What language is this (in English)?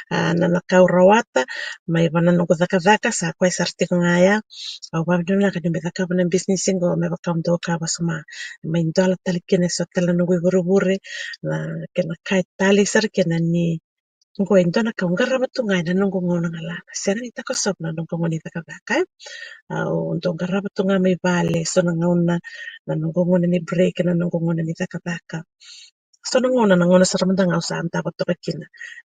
Fijian